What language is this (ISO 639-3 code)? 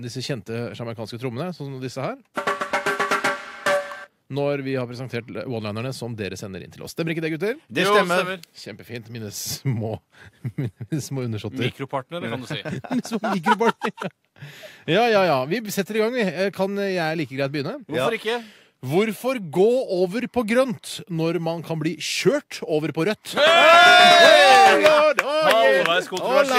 nor